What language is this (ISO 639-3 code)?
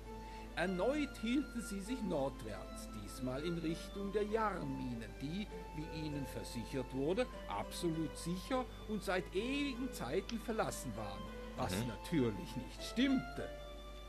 gsw